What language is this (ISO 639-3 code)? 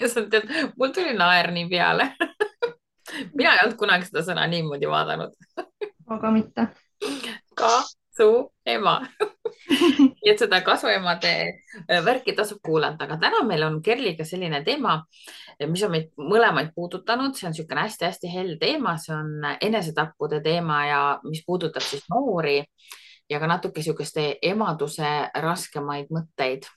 est